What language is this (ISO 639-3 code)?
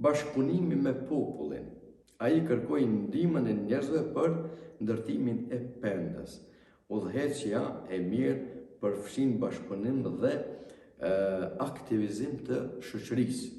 sqi